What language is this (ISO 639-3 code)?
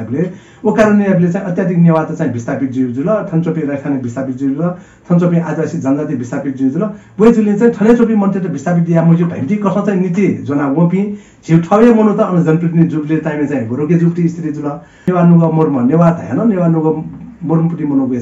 new